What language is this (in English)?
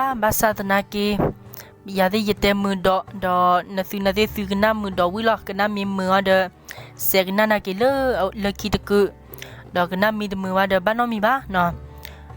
S'gaw Karen